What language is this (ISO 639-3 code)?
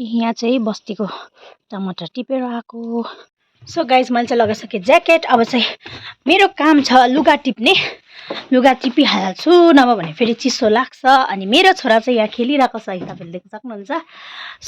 nep